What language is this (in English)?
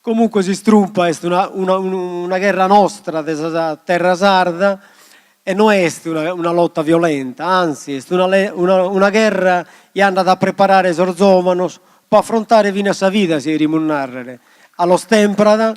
Sardinian